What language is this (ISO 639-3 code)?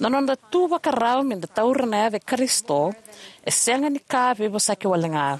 fij